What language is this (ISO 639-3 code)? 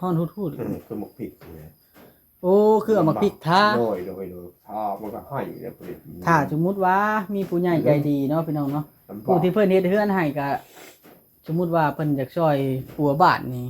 tts